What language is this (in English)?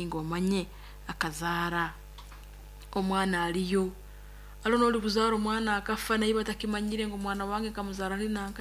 Nyoro